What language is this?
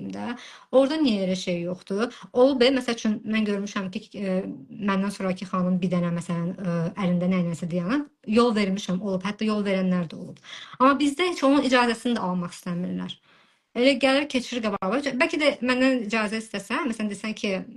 Azerbaijani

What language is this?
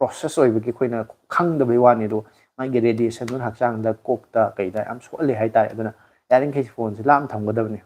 Manipuri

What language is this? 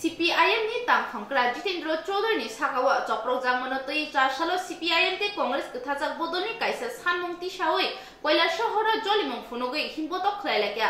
Kok Borok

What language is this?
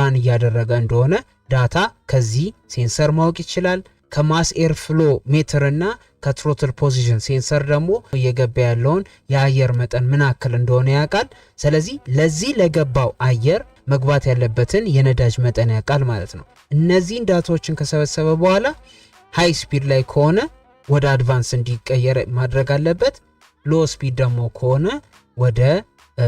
Amharic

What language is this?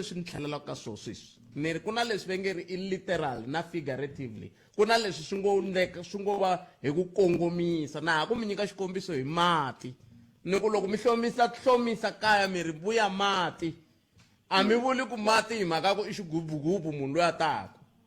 Tsonga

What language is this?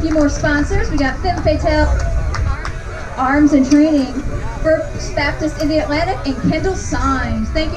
English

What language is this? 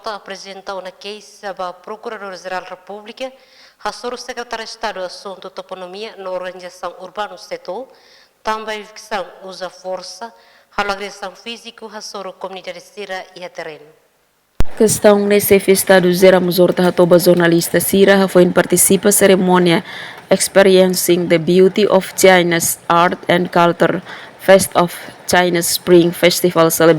Tetum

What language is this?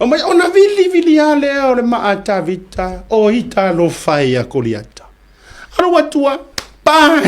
Samoan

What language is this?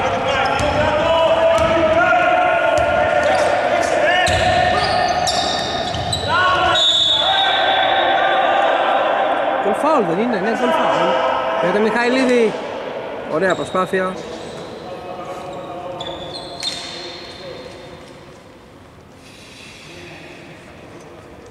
Greek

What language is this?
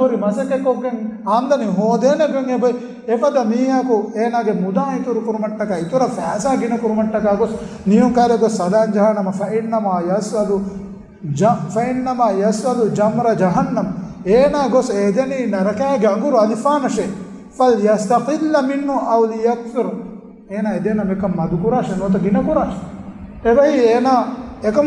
Divehi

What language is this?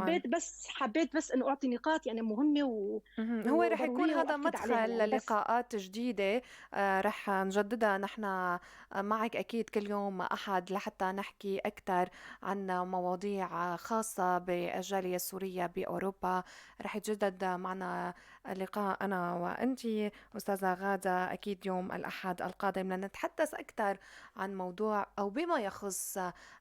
North Levantine Arabic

